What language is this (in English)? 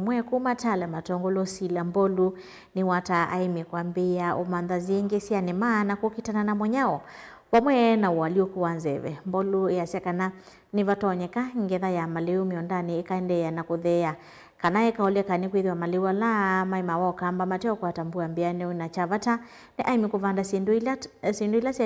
Kamba